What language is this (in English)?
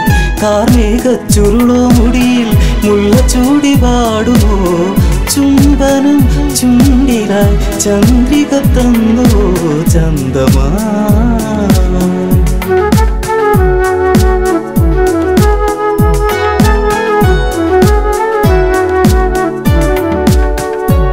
Malayalam